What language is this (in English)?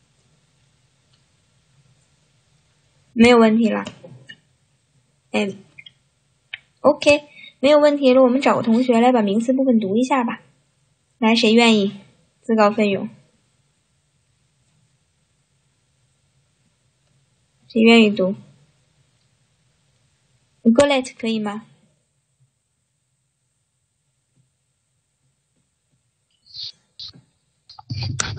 Chinese